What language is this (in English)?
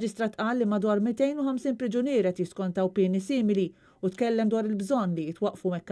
Maltese